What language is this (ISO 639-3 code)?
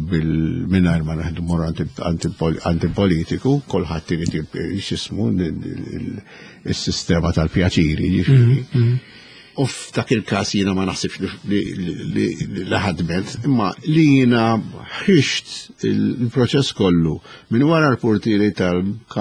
mlt